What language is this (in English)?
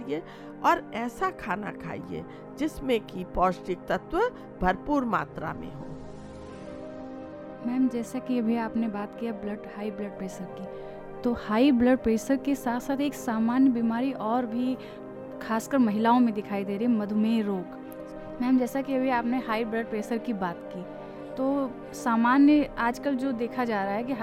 Hindi